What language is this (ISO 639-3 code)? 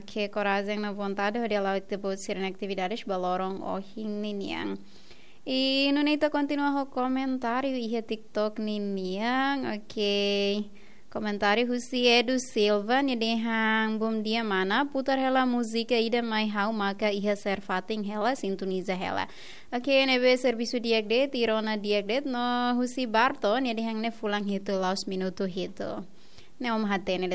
tet